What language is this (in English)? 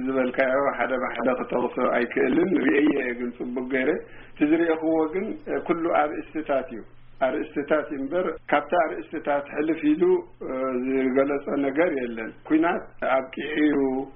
Tigrinya